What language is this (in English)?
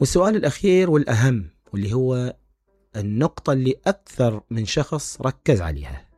Mesopotamian Arabic